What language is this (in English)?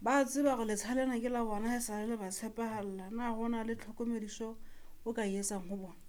Southern Sotho